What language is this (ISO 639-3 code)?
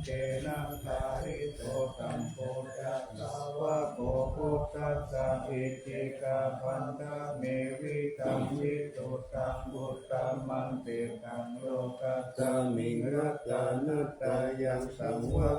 pli